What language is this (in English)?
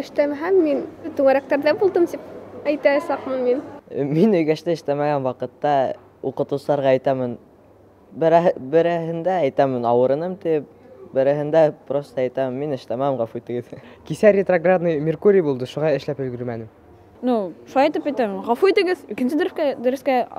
Bashkir